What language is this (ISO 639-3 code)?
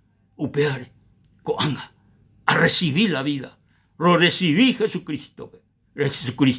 grn